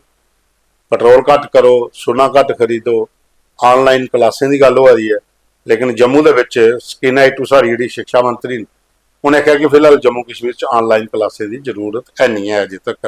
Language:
Dogri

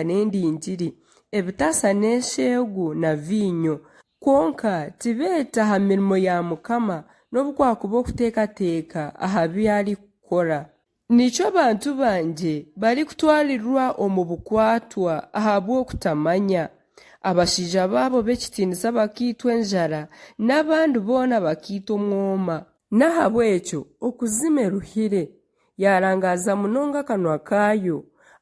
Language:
Nyankole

